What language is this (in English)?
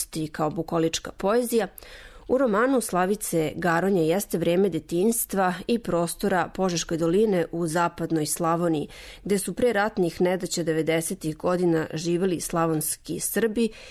Serbian